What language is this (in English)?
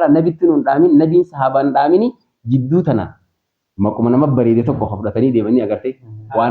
Oromo